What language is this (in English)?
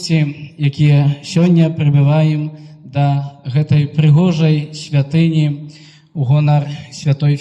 Belarusian